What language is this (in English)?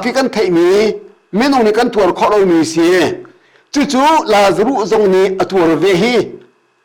Hakha Chin